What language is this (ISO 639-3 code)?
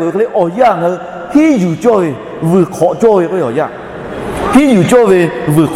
lhu